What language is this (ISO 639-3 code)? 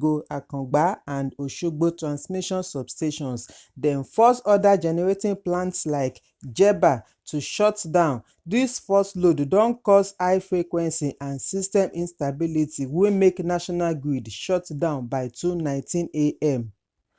pcm